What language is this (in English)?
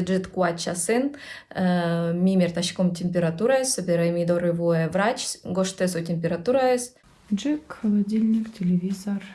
Udmurt